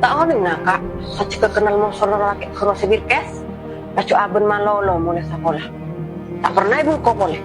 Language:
Madurese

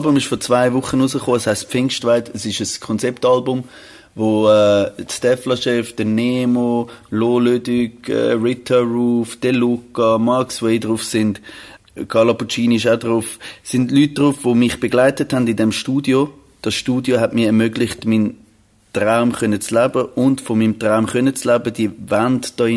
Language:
Swiss German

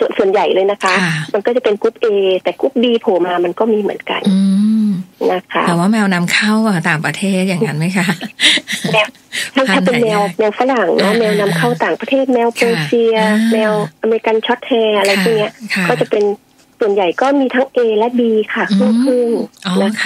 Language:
Thai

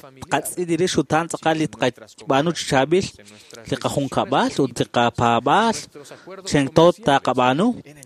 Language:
Kekchí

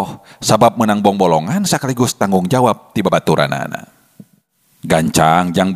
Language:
Sundanese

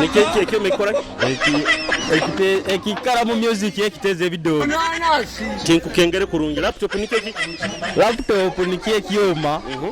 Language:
Nyoro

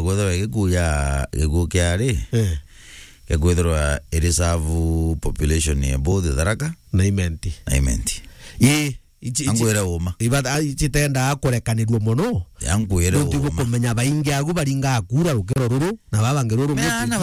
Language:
Meru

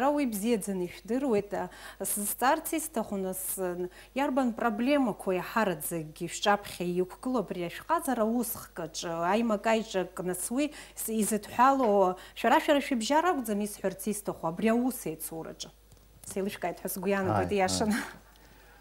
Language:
Abkhazian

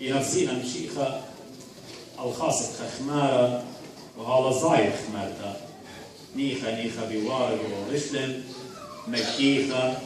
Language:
Assyrian Neo-Aramaic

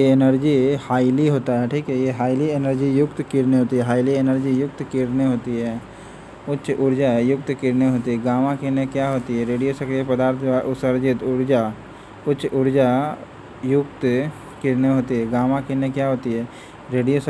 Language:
Hindi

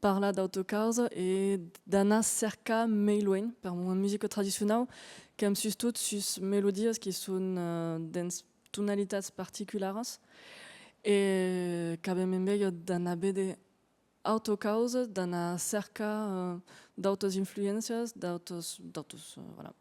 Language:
Occitan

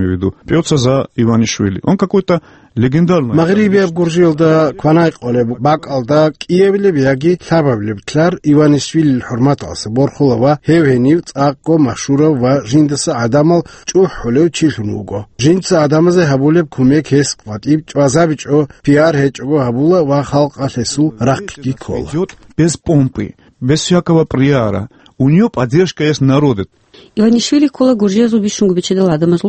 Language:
Avaric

